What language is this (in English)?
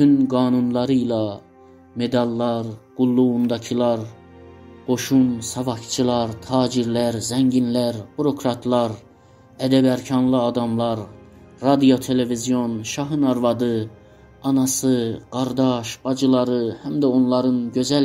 South Azerbaijani